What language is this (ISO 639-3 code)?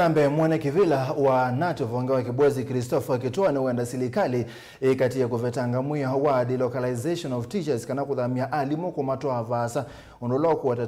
kam